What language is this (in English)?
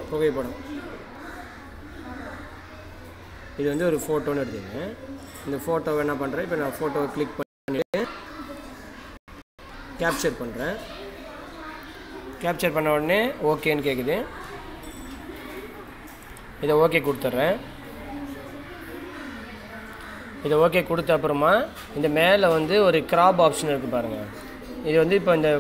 Tamil